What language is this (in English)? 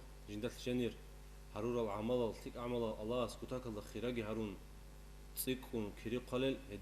Avaric